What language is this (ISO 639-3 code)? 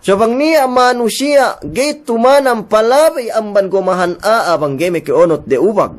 yka